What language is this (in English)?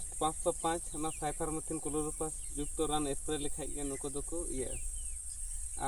Santali